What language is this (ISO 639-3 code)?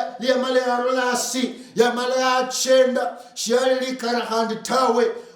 luy